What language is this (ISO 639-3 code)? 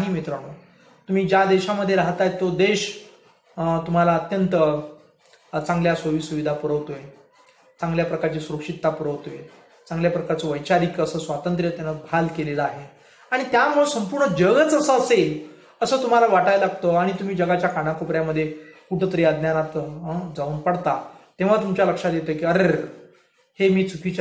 mar